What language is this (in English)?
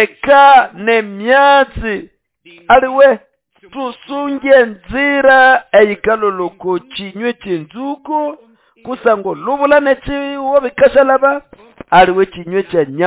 Nande